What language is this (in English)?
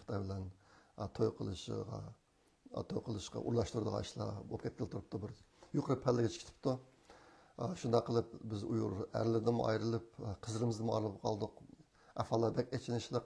Uyghur